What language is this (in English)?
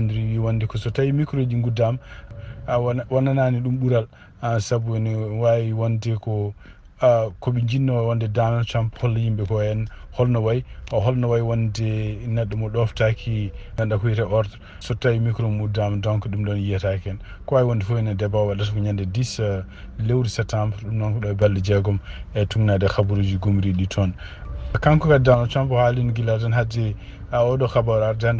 Fula